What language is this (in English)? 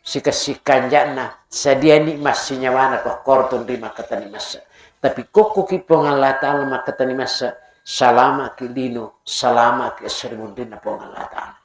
Buginese